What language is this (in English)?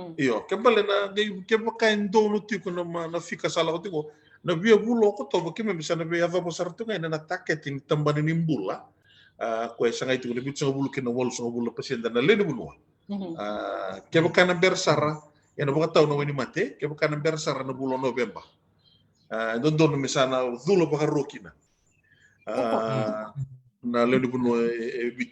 Fijian